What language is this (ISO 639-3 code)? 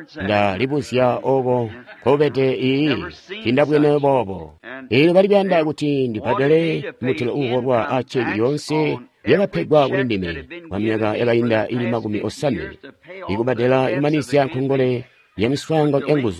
toi